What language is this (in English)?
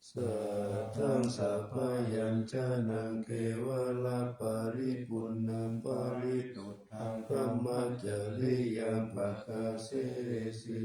Pali